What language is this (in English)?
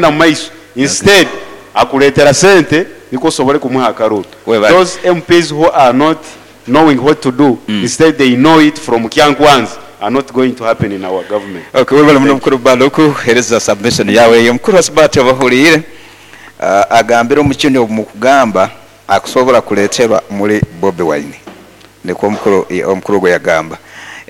Nyoro